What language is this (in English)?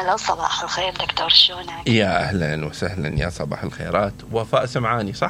Mesopotamian Arabic